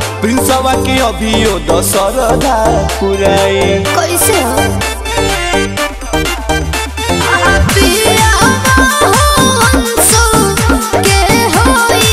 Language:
Bhojpuri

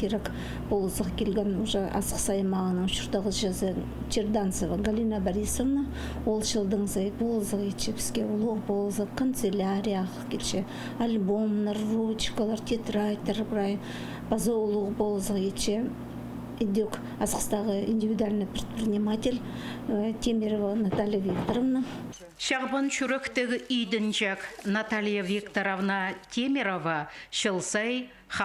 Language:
Khakas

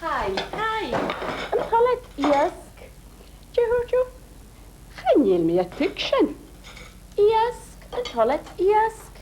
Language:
Scottish Gaelic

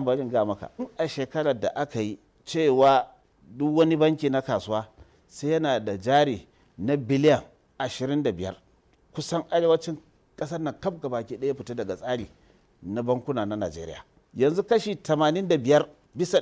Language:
Hausa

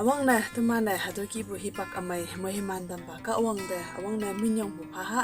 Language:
Konyak Naga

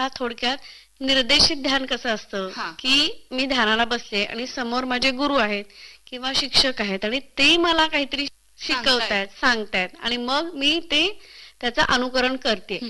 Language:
Marathi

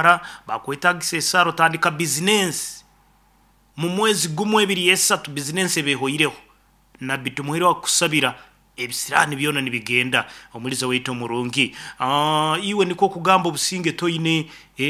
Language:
Nyankole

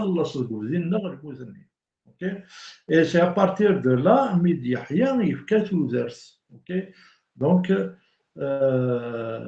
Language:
Kabyle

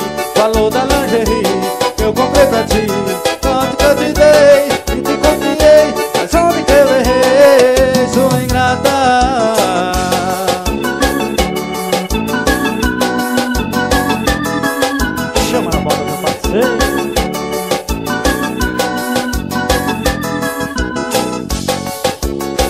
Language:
Portuguese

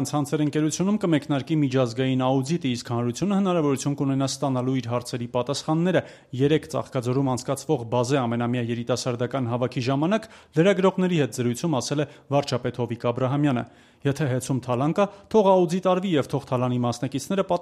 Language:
Armenian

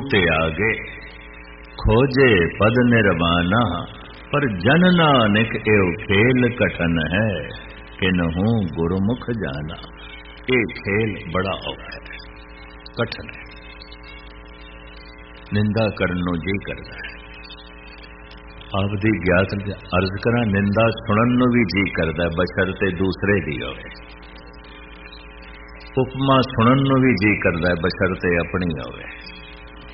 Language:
Punjabi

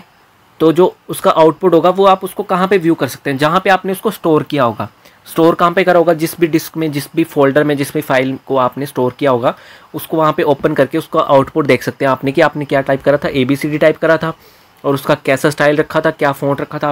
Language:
Hindi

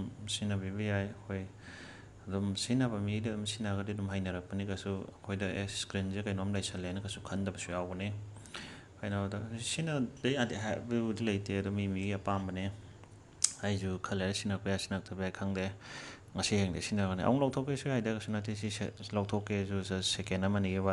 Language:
Manipuri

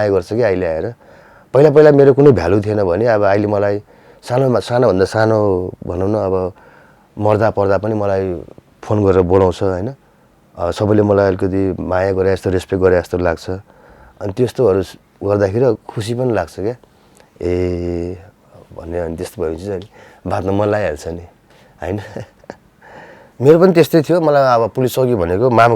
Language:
Nepali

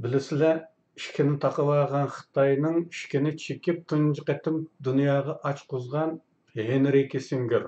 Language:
Uyghur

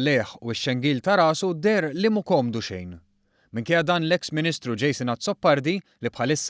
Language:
Maltese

